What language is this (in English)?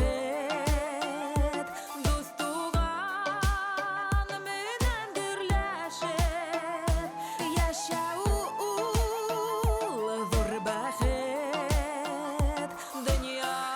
Bashkir